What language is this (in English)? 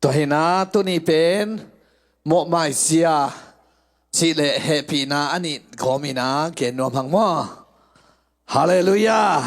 Tedim Chin